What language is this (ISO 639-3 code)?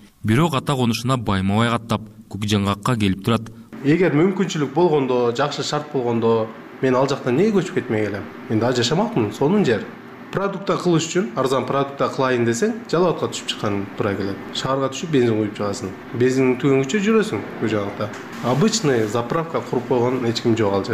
kir